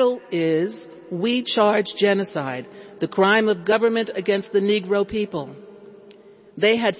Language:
English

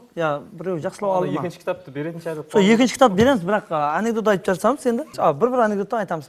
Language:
Kara-Kalpak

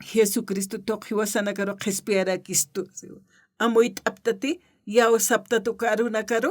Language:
Aymara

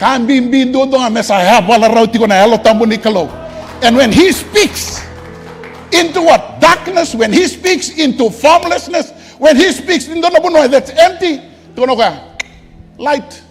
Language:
Fijian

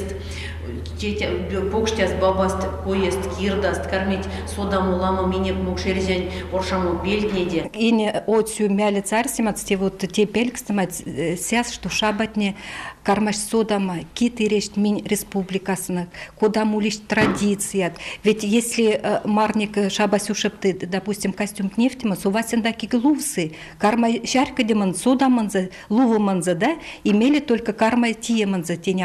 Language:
Erzya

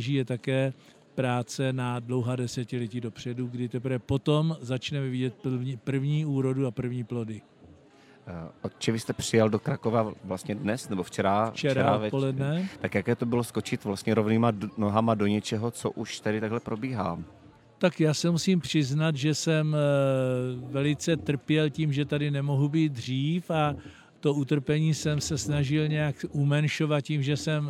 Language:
Czech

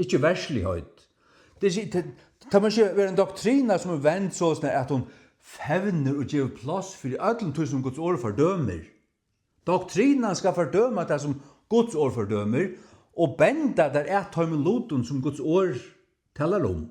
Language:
Faroese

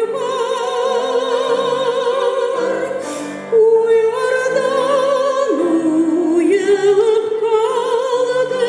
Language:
Tatar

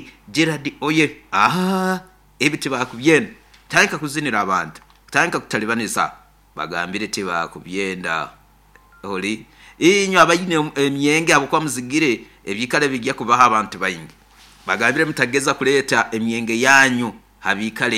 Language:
Nyoro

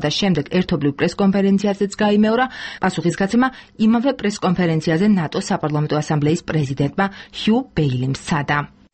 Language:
Georgian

